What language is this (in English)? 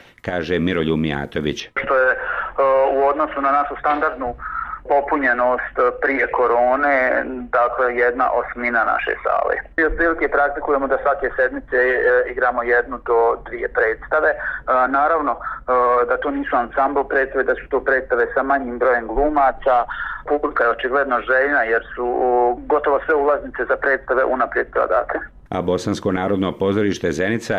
Bosnian